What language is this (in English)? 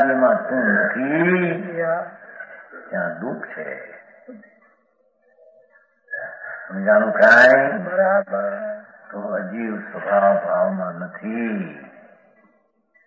Gujarati